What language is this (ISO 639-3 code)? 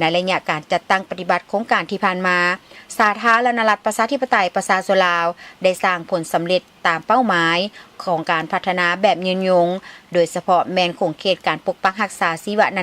lao